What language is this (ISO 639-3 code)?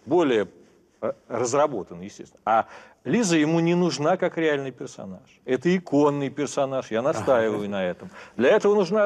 rus